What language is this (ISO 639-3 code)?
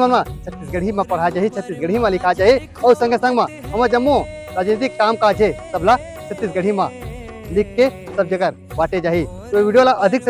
hne